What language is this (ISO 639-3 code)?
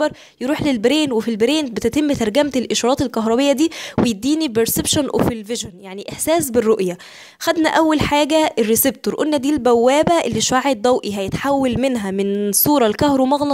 arz